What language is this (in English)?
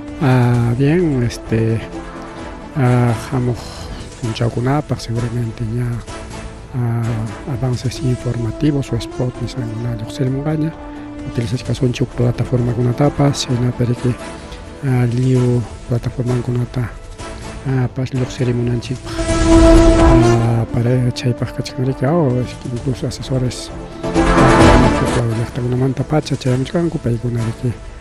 Ayacucho Quechua